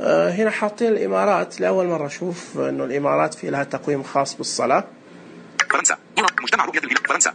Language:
Najdi Arabic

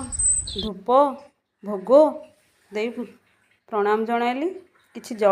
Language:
Odia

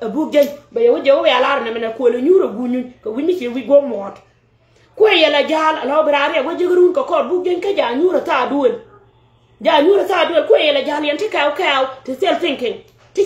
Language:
Nuer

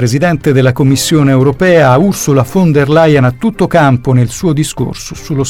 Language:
Italian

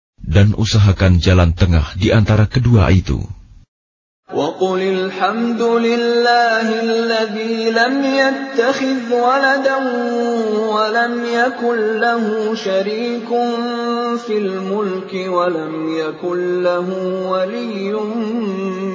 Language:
Indonesian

